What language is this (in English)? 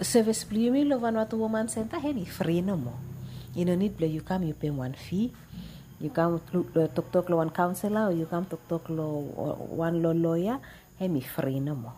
Bislama